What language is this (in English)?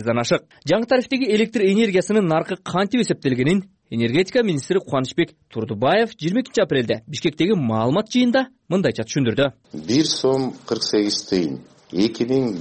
Kyrgyz